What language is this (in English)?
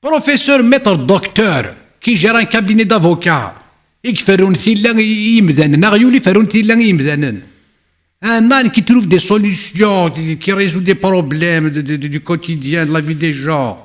Kabyle